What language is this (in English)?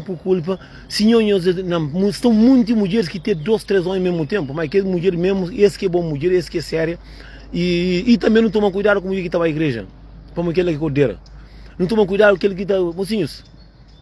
Kabuverdianu